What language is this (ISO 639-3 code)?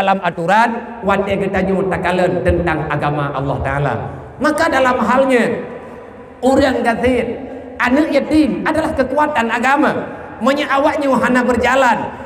ace